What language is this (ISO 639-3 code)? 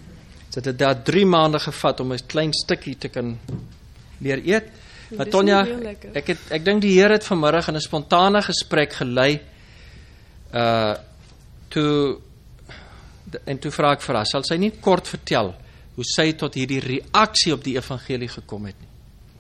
afr